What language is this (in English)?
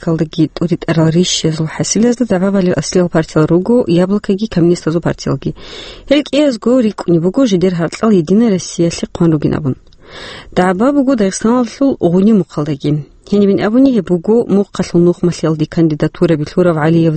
Avaric